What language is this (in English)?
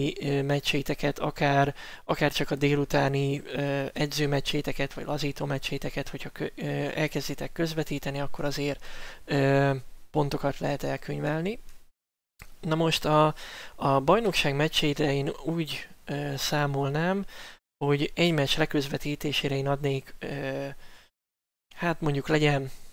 Hungarian